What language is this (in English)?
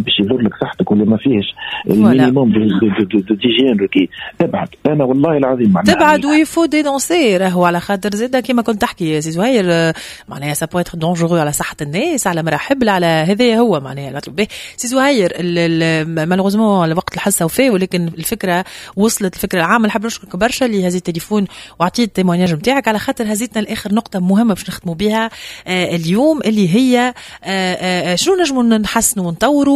Tunisian Arabic